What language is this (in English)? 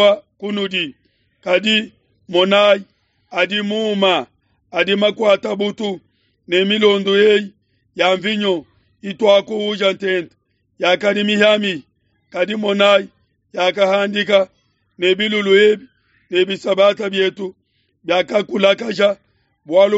Luba-Lulua